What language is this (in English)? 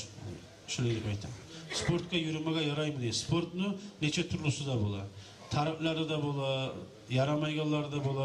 Kumyk